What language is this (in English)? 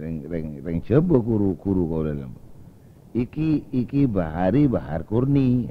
Madurese